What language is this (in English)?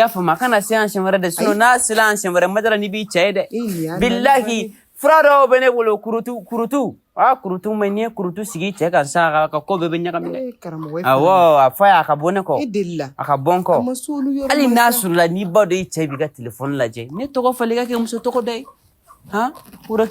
Bambara